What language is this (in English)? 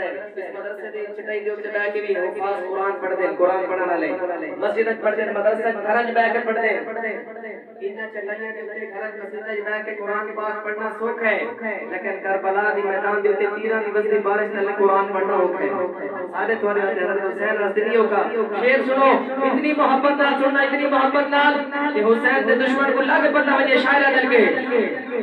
Saraiki